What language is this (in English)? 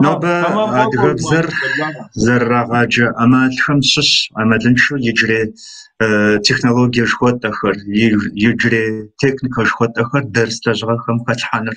Kabardian